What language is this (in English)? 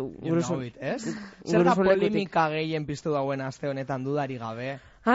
Basque